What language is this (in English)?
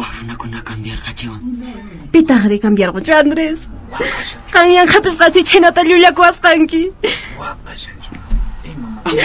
Quechua